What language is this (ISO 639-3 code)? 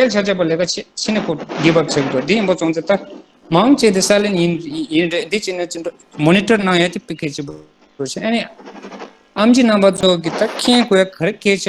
bod